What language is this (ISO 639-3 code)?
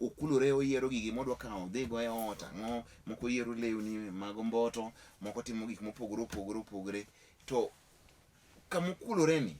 luo